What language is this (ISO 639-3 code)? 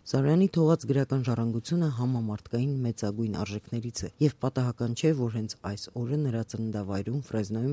hye